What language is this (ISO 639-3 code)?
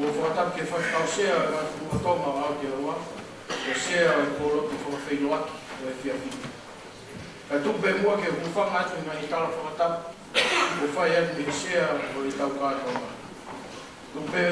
ton